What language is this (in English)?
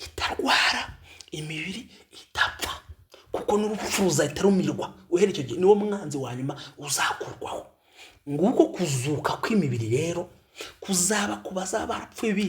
Kinyarwanda